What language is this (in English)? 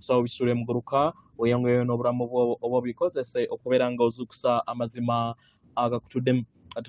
Ganda